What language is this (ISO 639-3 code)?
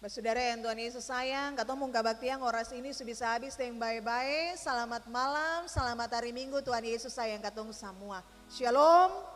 abs